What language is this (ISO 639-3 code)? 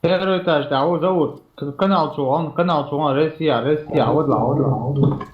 che